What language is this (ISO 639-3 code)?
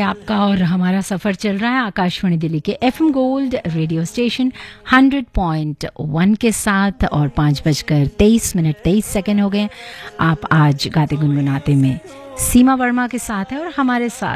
hin